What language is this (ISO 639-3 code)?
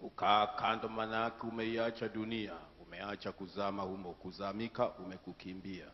swa